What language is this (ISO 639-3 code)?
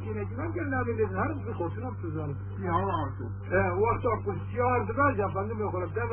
kur